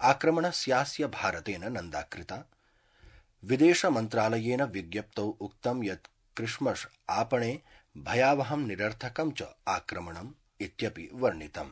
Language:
Sanskrit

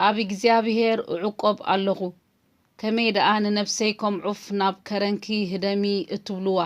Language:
Tigrinya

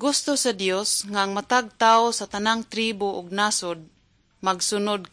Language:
Cebuano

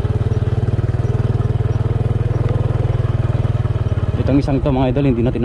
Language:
Filipino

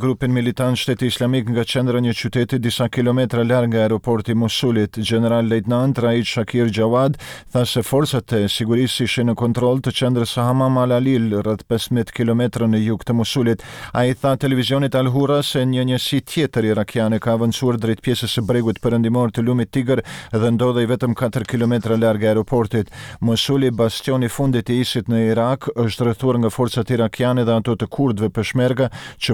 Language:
Albanian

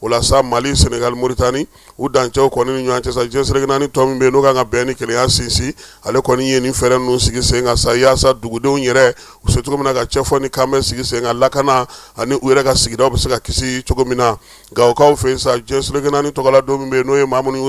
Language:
Bambara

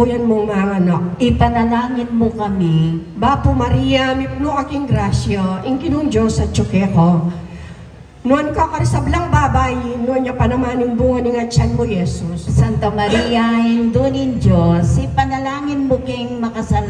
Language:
Pampanga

